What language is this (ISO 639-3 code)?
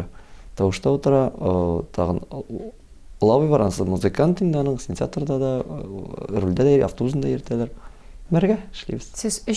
tat